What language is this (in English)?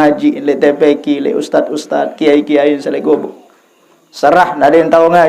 Sasak